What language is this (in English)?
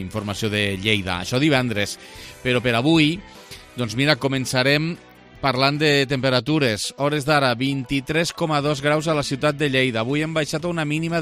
Catalan